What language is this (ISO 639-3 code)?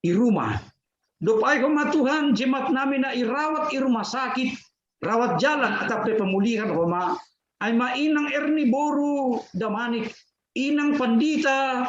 bts